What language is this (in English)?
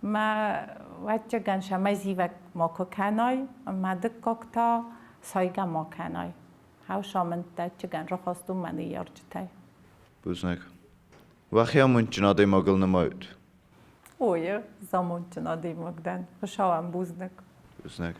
Ossetic